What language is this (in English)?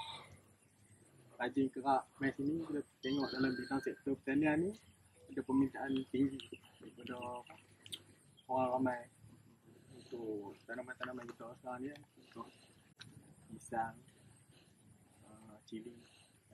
Malay